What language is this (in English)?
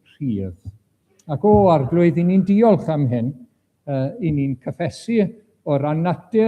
Welsh